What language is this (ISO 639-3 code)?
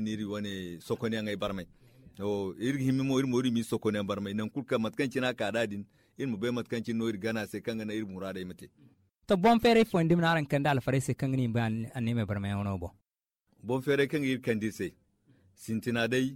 dje